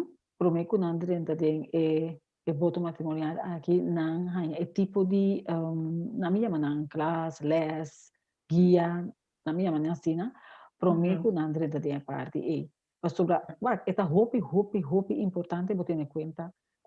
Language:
Papiamento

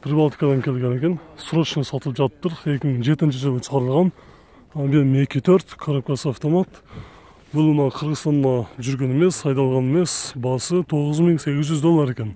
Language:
Kyrgyz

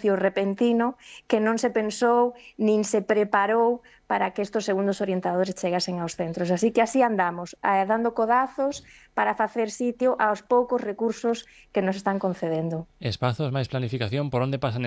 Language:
Galician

